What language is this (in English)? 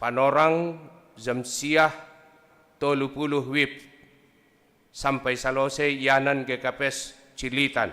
Batak Simalungun